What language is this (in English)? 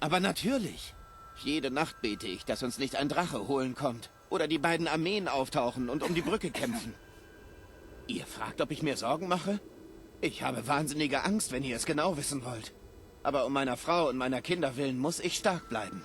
Bavarian